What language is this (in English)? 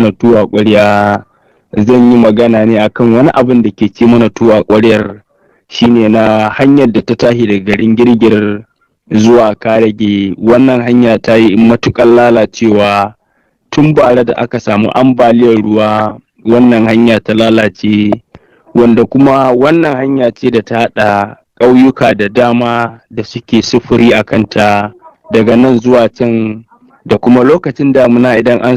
Hausa